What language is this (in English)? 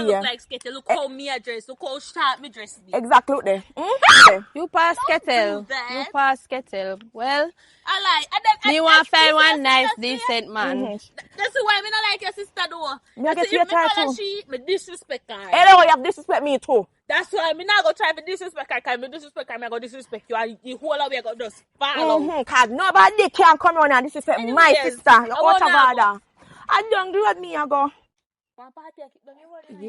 Jamaican Creole English